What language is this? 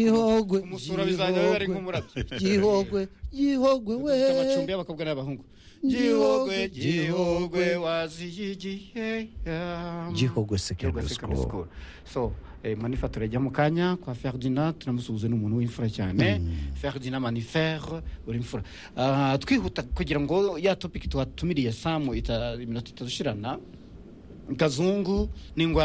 Kinyarwanda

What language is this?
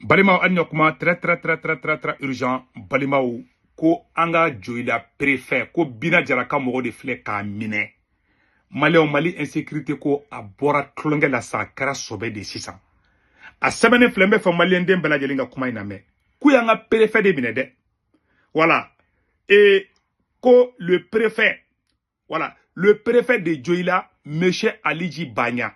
Bambara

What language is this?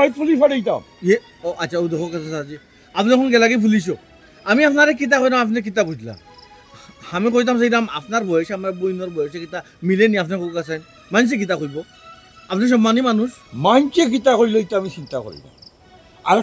Sylheti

